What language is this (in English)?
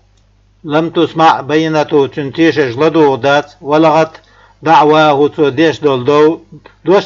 Chechen